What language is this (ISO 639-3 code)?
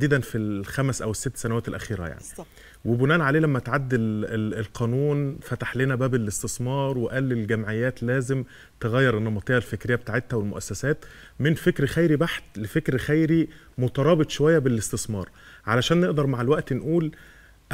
arz